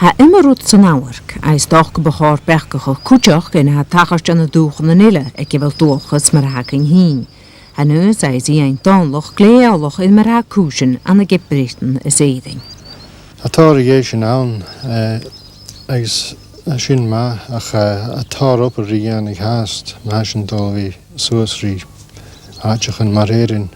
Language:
Scottish Gaelic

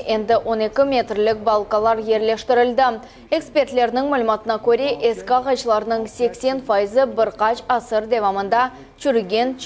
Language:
Crimean Tatar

